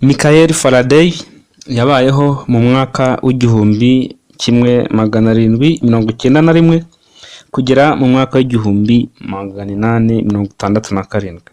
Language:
Kinyarwanda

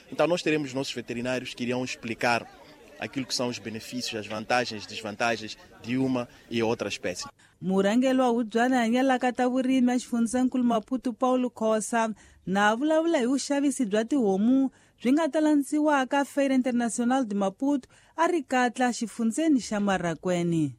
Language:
Tsonga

